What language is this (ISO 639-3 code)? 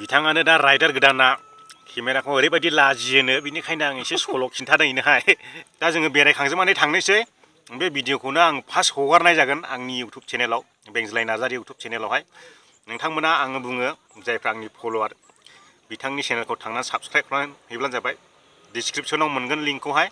brx